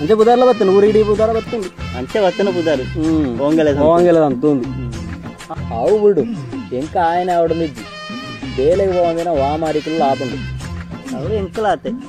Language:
Tulu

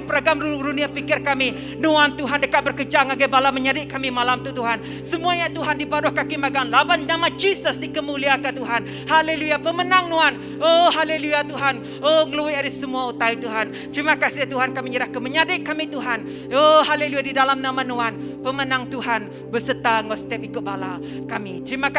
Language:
Iban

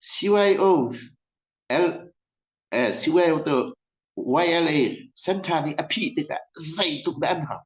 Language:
Hakha Chin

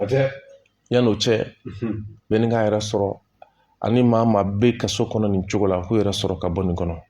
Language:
Bambara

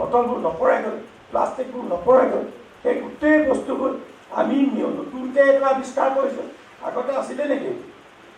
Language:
Assamese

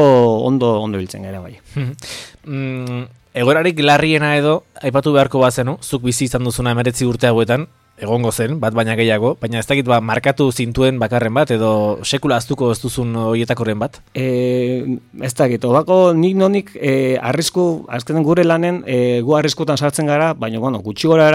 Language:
Basque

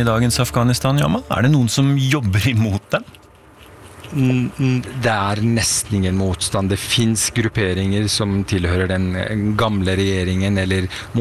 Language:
Norwegian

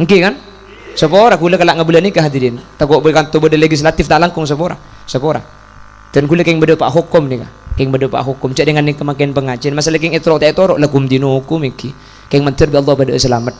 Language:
Madurese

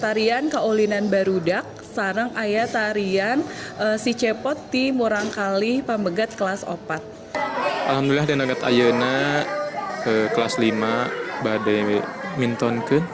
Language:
Sundanese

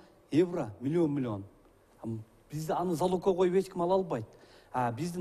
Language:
Kyrgyz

